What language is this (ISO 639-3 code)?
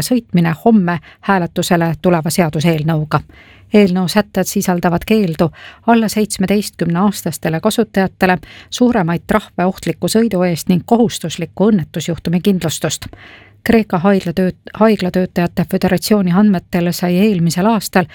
est